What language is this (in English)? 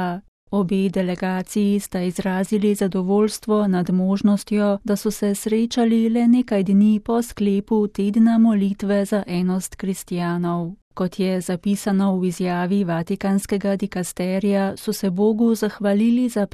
Slovenian